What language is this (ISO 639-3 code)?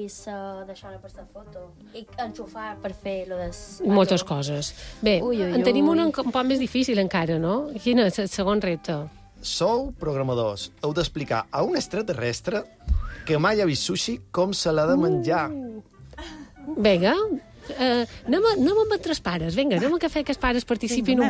cat